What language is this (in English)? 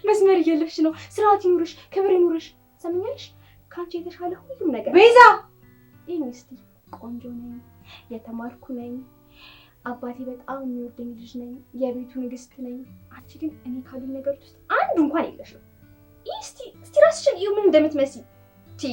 Amharic